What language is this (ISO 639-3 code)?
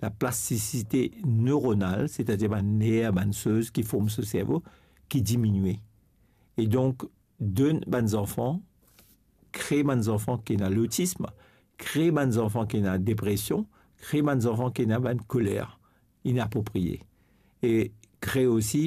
mfe